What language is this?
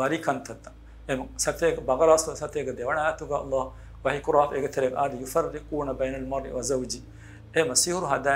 Divehi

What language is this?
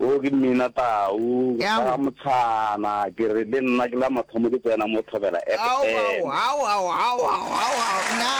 Northern Sotho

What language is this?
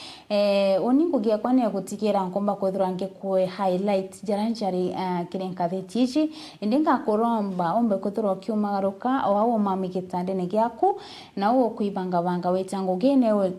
Meru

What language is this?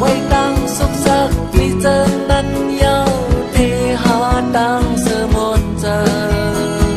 Shan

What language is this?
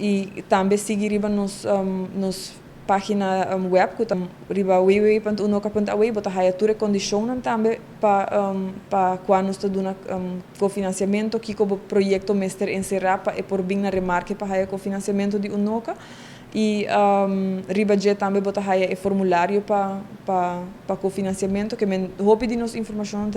Papiamento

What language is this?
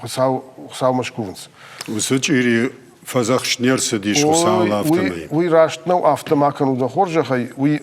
Ossetic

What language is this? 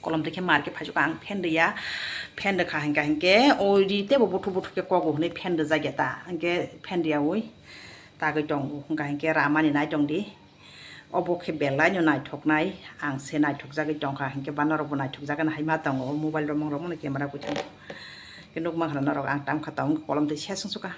Kok Borok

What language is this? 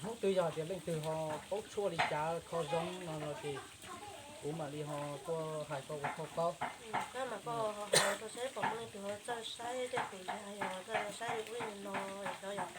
Hmong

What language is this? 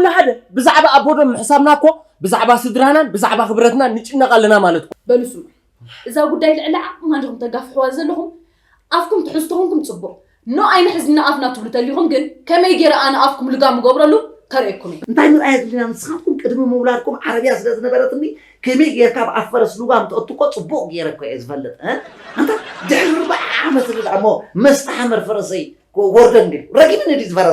Tigrinya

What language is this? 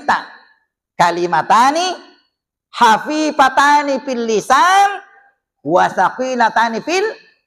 Buginese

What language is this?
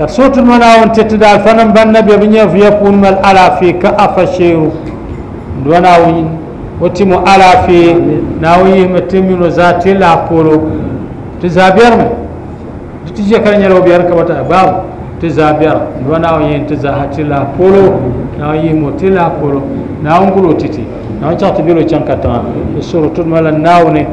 Dagbani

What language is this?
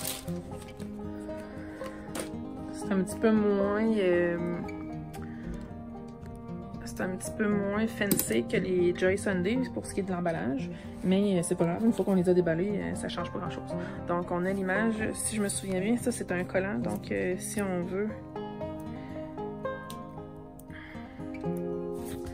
French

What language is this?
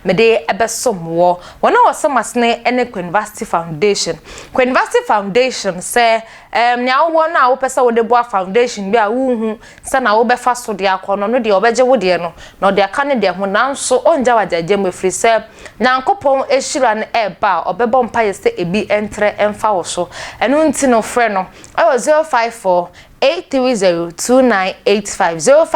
Akan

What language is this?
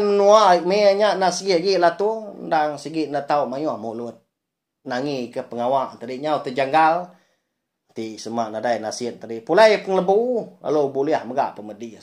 Iban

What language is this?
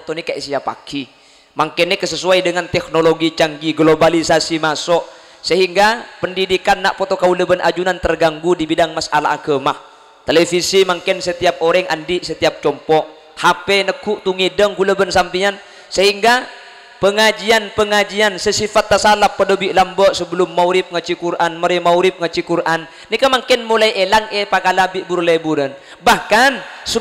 Madurese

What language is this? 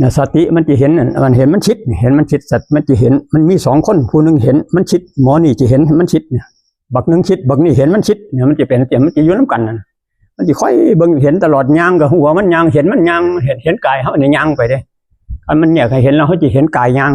Northeastern Thai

